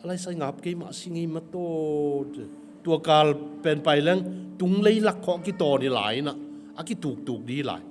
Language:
Tedim Chin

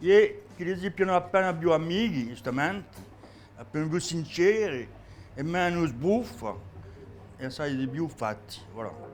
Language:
Corsican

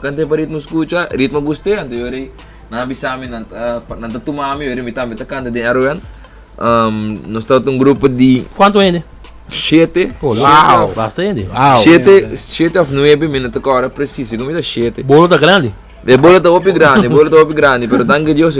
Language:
Papiamento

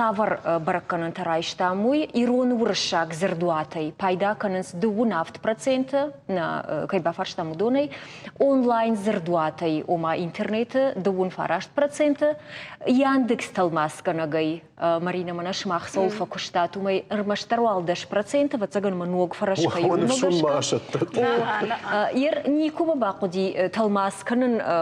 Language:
Ossetic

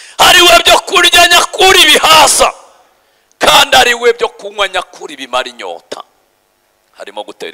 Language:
Kinyarwanda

